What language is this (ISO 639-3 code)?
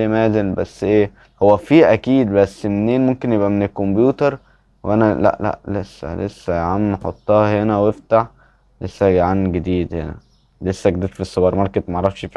arz